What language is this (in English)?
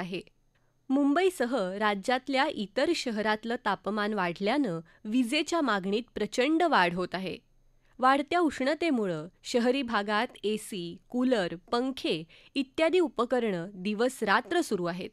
Marathi